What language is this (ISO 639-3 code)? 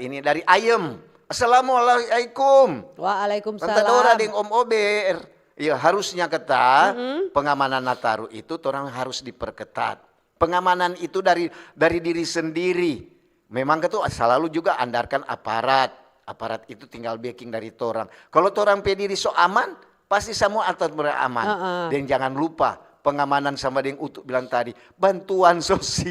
xmm